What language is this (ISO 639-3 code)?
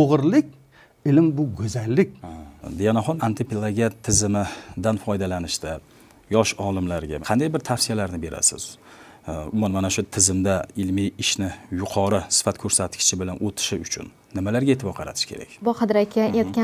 uzb